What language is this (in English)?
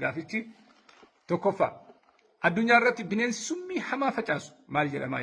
Oromo